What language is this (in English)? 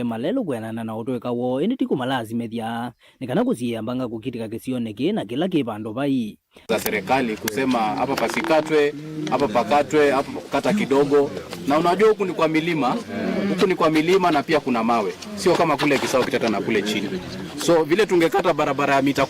Kamba